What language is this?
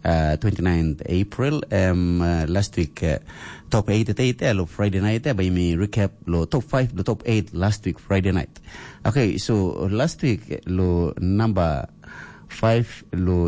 Tok Pisin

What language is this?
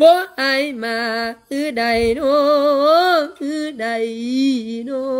Lao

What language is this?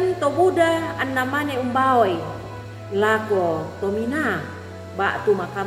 Toraja-Sa'dan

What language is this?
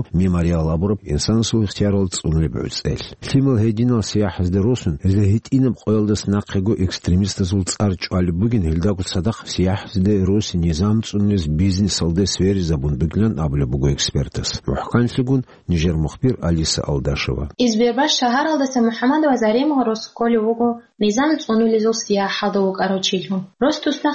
Avaric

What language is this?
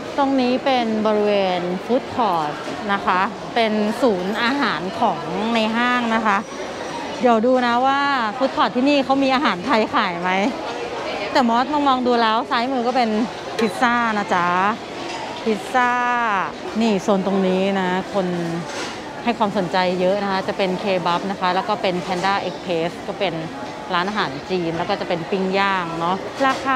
Thai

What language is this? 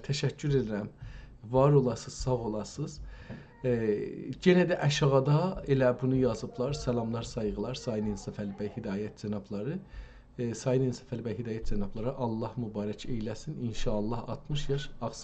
South Azerbaijani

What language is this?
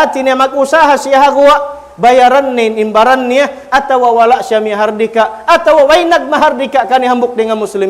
Tausug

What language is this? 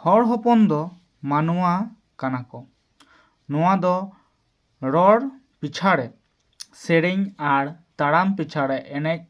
Santali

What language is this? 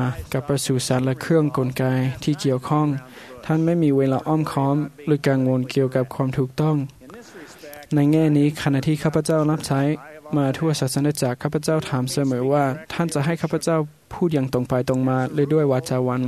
Thai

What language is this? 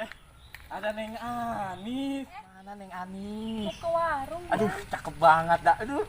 Betawi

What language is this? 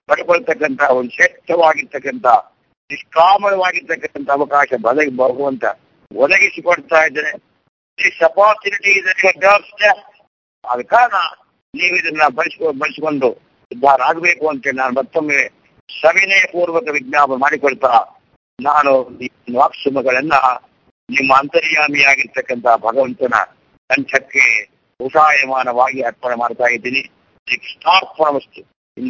Kannada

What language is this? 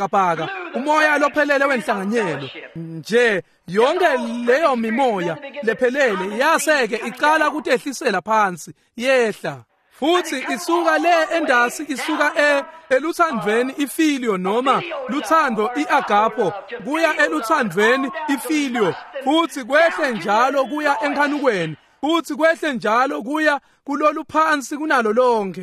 Swati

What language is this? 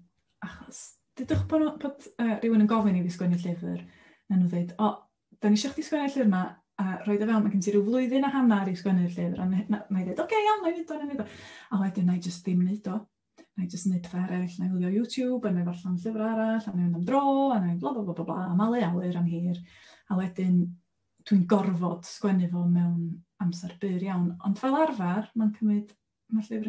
Welsh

